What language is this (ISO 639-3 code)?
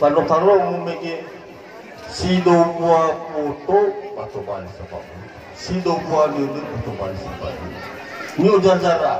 nia